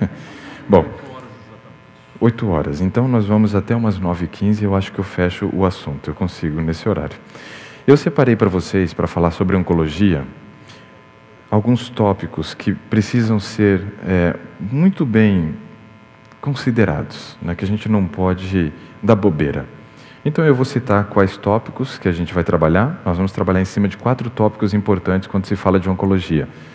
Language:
Portuguese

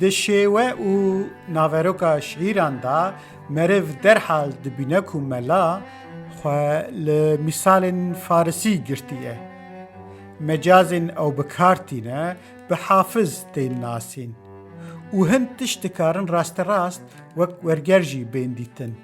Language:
Kurdish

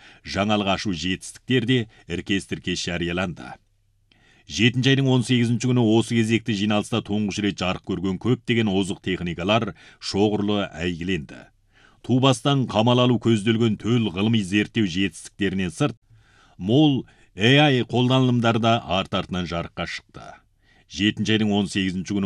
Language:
Kazakh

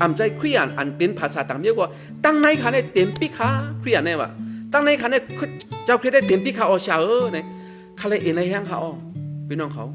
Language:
Shan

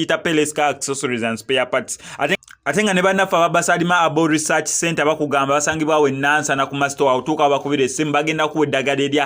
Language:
Ganda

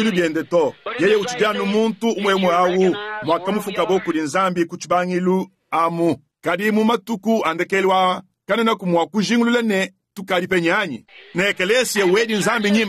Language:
Luba-Lulua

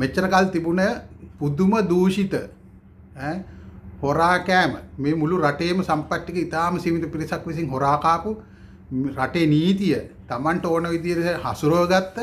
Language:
Sinhala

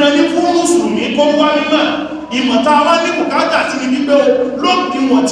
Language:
Yoruba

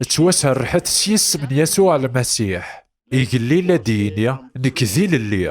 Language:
Kabyle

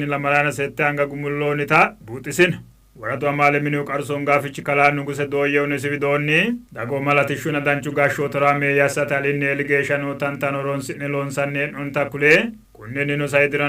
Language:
Sidamo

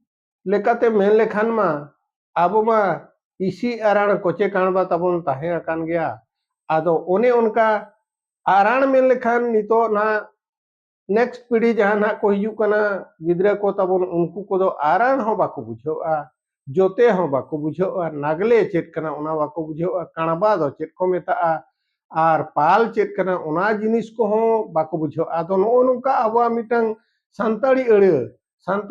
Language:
Santali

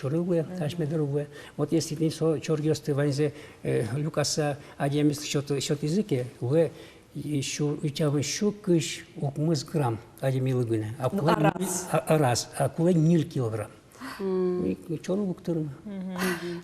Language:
Udmurt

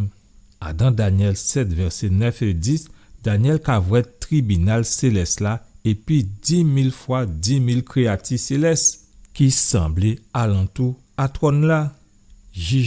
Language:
Guadeloupean Creole French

